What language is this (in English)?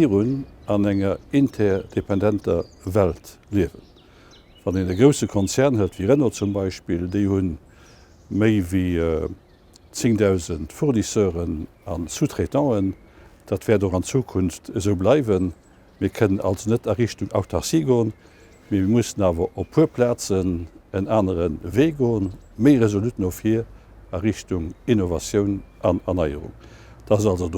Luxembourgish